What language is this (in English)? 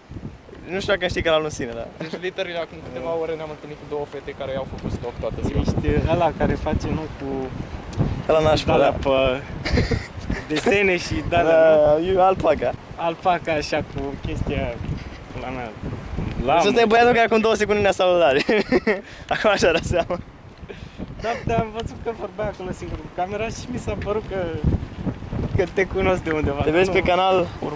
Romanian